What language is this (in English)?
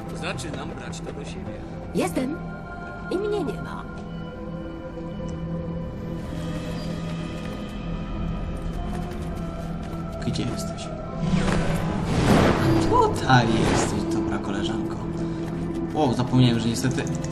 Polish